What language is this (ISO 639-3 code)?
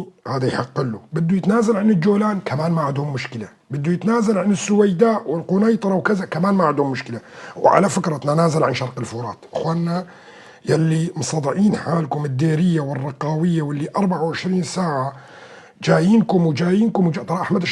apc